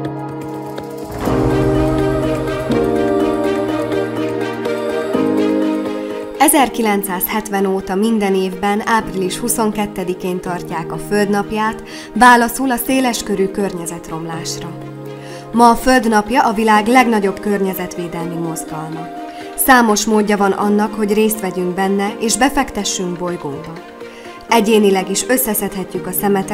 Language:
Hungarian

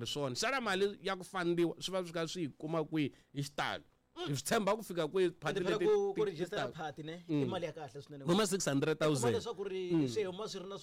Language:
Tsonga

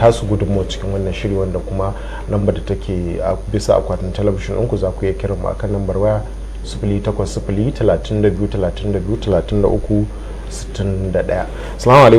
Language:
Hausa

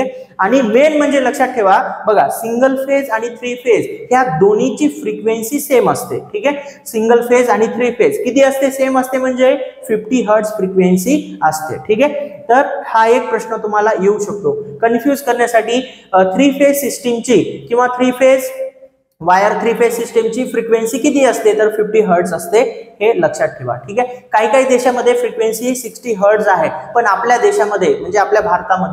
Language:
Marathi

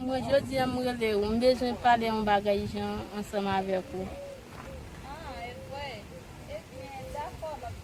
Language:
Haitian Creole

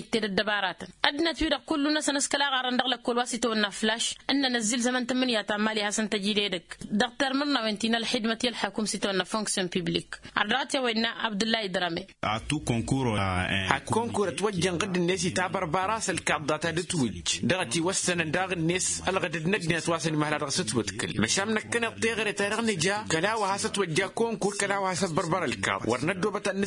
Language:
Tamasheq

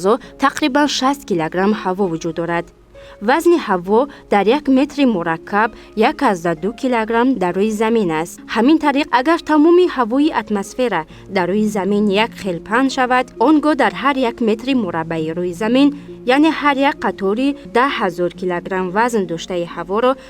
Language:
Tajik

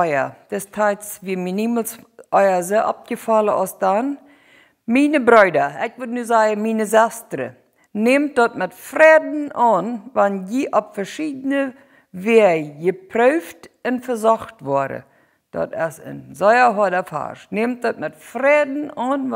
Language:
Plautdietsch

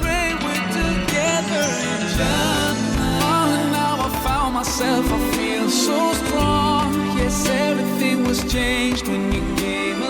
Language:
Kara-Kalpak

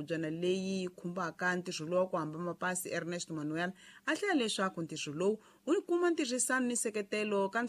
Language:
Tsonga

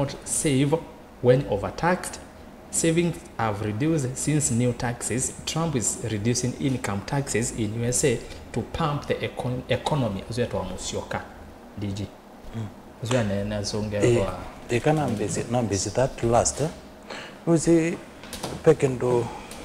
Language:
Kamba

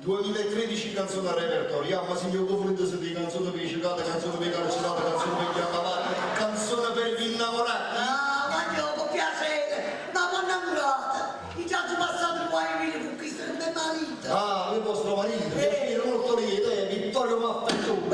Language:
Neapolitan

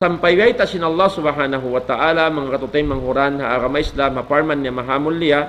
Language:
Tausug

